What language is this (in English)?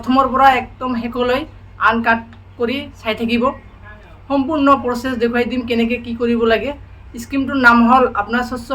Assamese